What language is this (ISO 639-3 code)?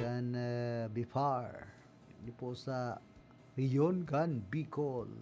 bik